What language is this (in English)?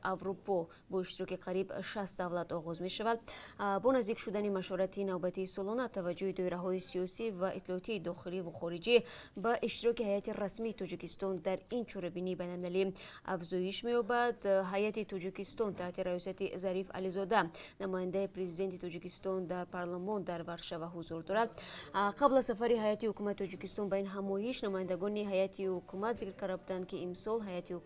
Tajik